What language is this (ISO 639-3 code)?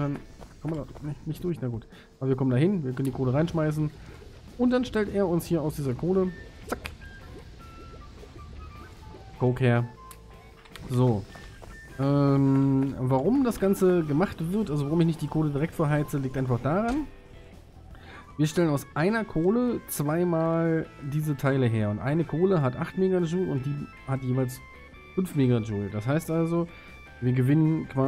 deu